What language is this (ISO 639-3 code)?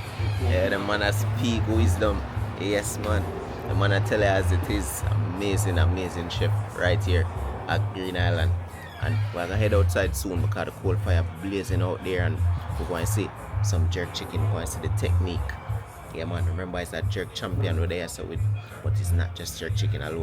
jam